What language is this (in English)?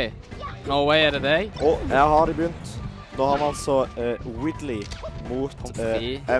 Norwegian